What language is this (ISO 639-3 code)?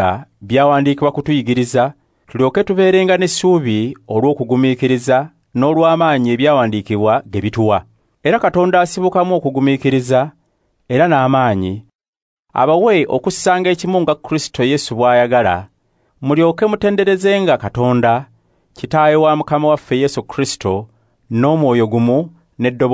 lug